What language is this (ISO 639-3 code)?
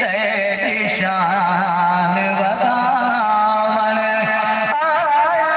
skr